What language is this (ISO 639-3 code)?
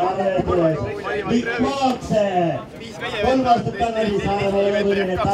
est